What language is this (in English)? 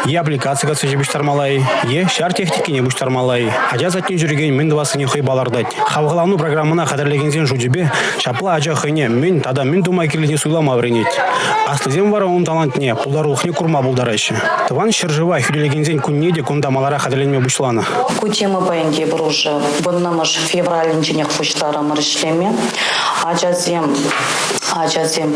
Chuvash